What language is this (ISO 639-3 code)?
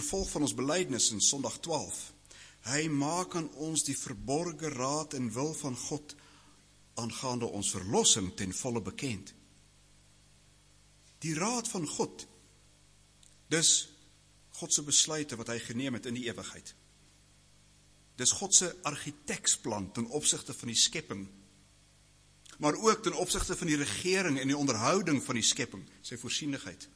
afr